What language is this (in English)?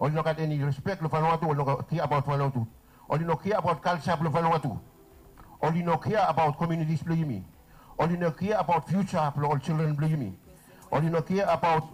Bislama